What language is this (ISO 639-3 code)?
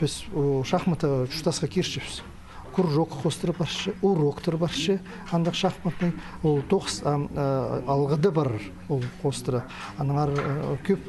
kjh